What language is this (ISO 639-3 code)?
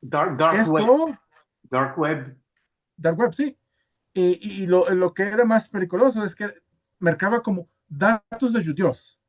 lad